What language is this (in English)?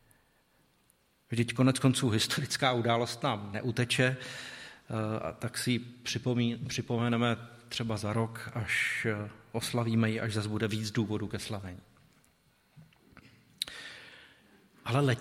Czech